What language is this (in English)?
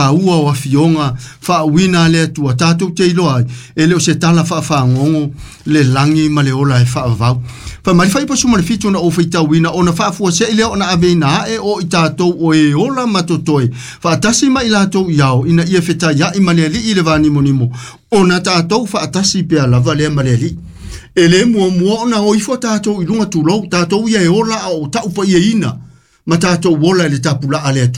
Samoan